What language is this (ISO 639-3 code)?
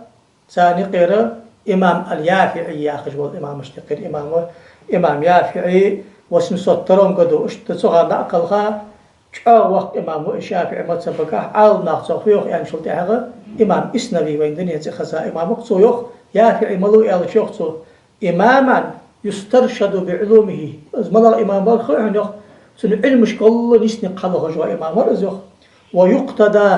inh